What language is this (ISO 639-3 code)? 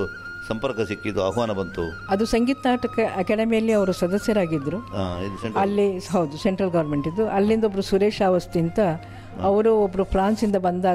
kan